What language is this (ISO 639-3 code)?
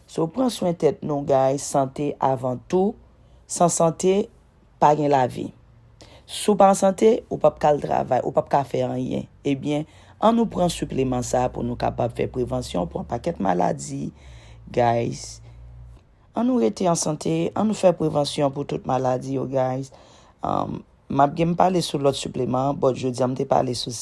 hat